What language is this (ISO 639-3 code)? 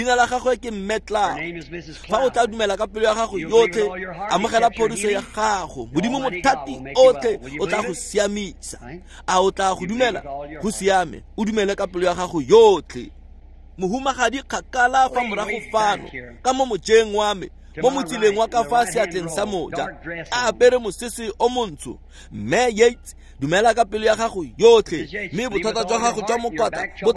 tsn